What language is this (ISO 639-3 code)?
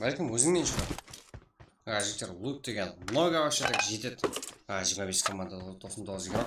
kaa